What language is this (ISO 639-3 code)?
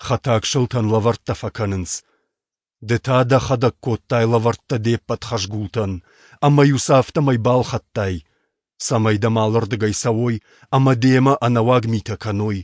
oss